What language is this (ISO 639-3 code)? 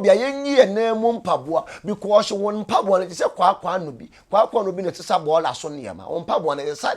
aka